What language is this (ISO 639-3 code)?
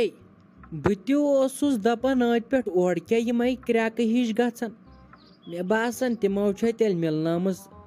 kas